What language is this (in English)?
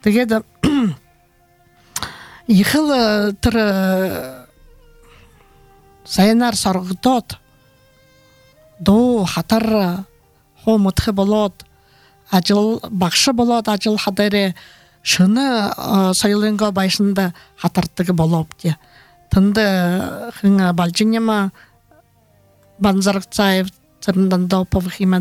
Buriat